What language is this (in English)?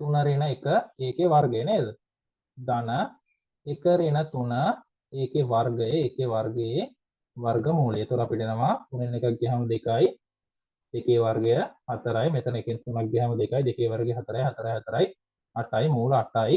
Sinhala